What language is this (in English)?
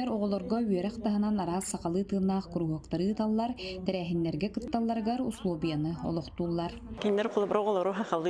Yakut